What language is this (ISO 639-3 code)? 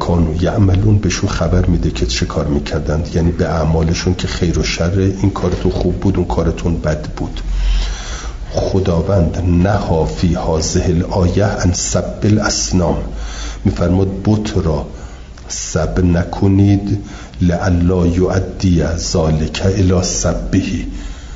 fas